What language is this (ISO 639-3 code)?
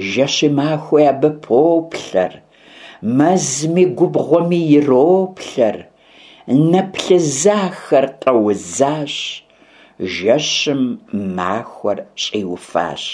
kbd